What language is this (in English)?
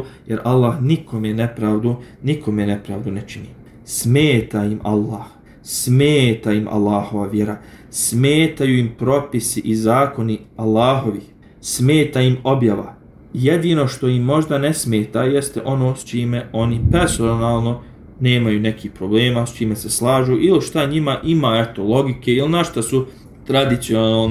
Bosnian